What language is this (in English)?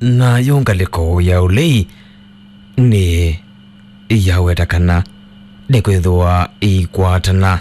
Kamba